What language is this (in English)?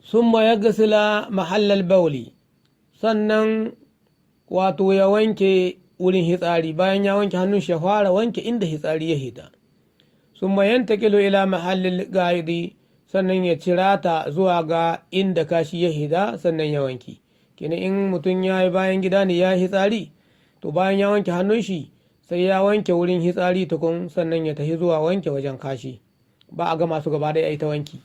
Hausa